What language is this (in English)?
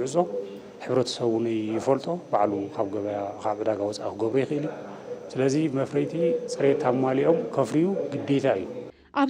Tigrinya